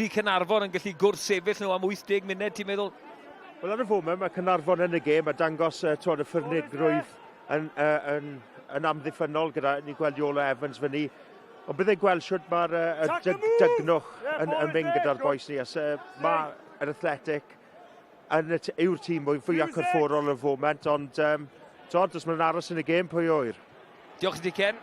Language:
Welsh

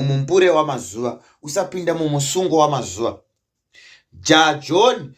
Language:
Shona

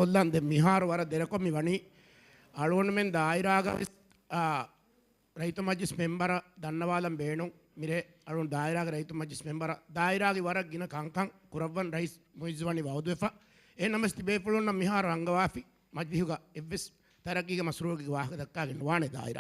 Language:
Divehi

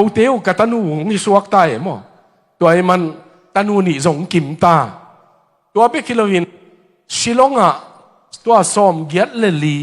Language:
Tedim Chin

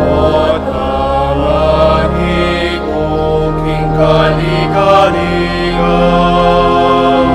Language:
Pampanga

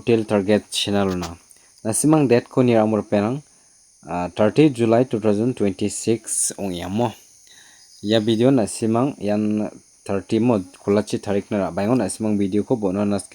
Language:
Garo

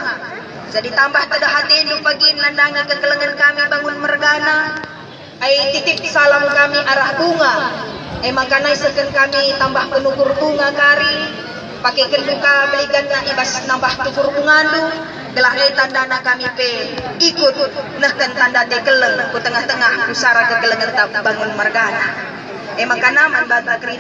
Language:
Batak Karo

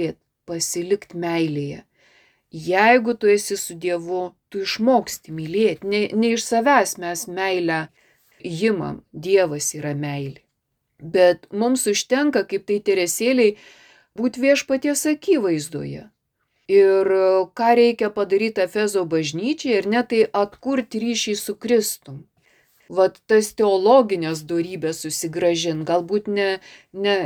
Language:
Lithuanian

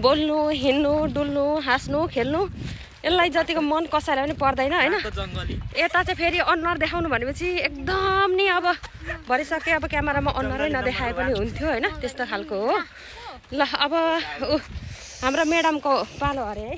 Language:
Nepali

